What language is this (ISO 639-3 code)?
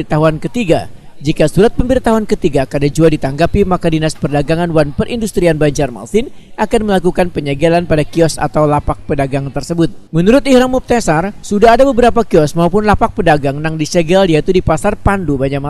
bjn